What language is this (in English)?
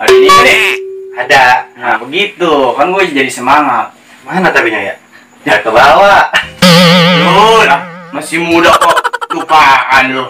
Betawi